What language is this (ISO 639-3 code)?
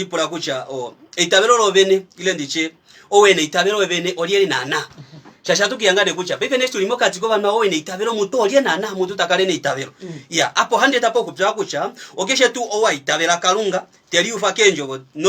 kua